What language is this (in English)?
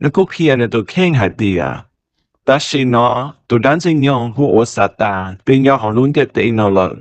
Hmong